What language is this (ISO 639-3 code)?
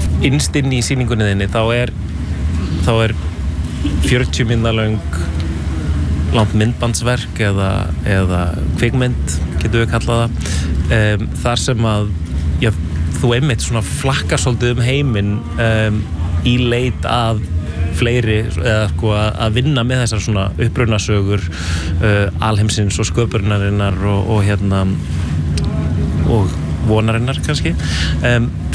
isl